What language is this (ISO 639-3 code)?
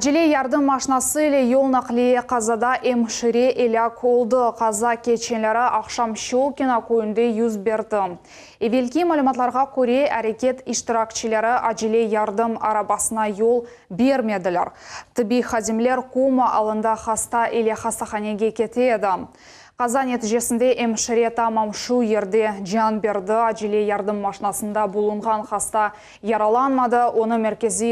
crh